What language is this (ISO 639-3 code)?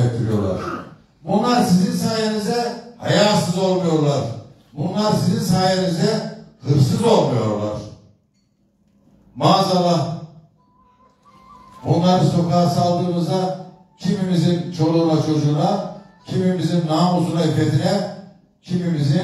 tur